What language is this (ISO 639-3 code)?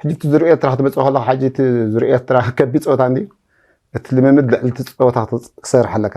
tir